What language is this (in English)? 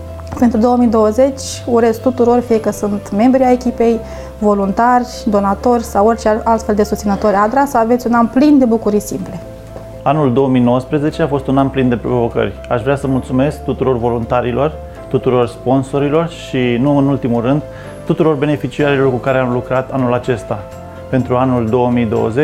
Romanian